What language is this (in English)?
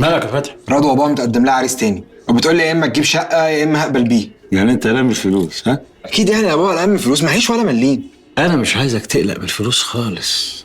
Egyptian Arabic